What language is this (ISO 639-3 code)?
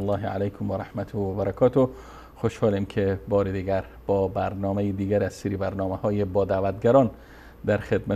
fas